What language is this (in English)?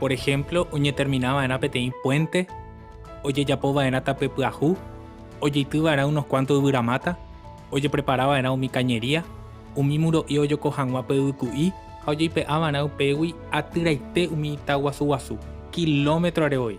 Guarani